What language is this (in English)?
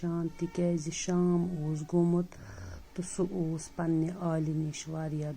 Kashmiri